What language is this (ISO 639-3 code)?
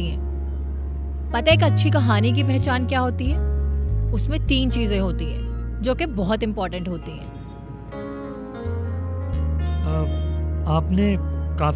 hin